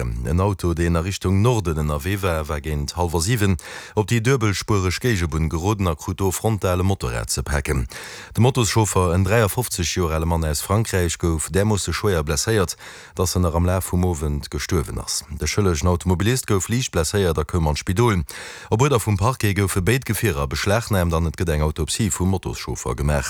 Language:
Luxembourgish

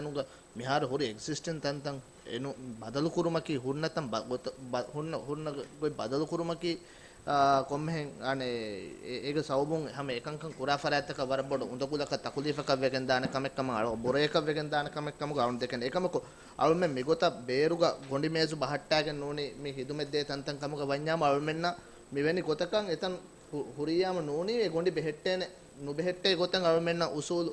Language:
Divehi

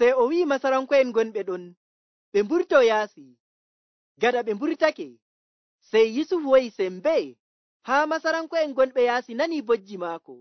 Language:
Nigerian Fulfulde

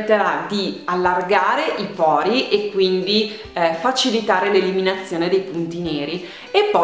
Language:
Italian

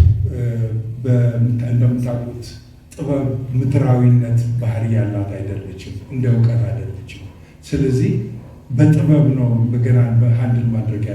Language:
Amharic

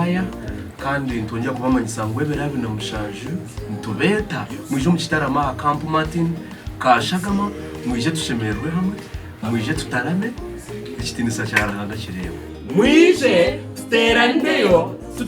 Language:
Nyankole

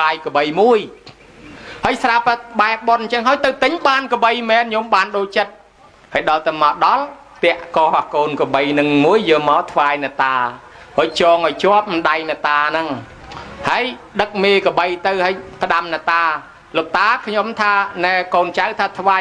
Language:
Khmer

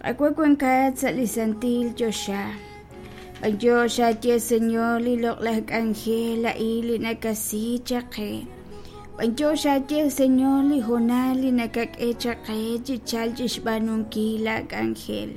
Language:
Kekchí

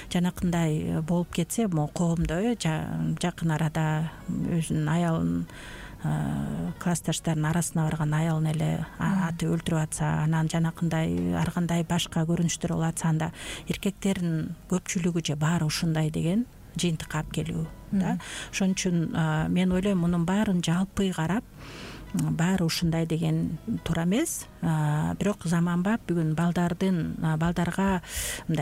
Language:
Kyrgyz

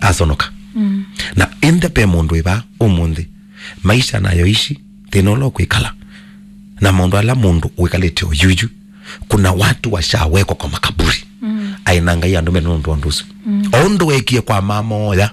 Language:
Kamba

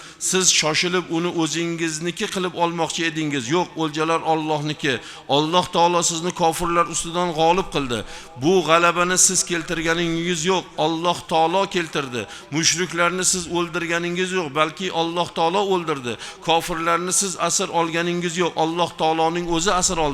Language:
Uzbek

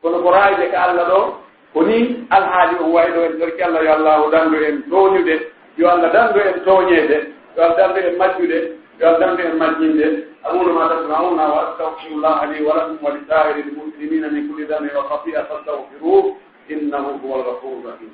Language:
Pular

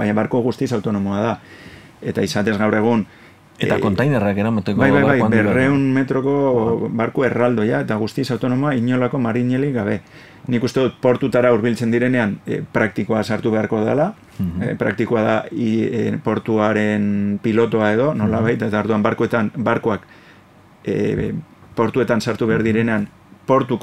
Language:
Basque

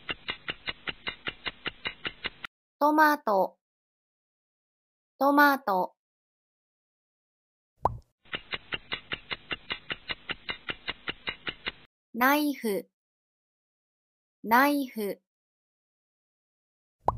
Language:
Japanese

